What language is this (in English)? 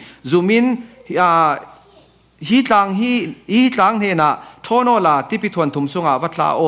Falam Chin